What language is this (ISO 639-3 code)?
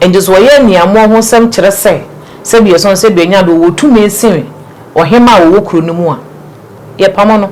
aka